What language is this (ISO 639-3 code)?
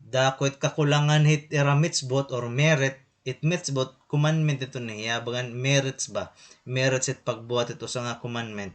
war